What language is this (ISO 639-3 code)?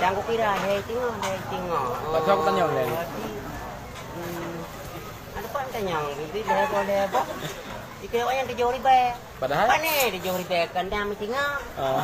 ace